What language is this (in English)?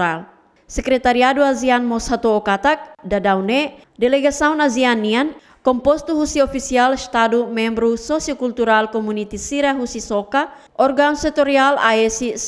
Tetum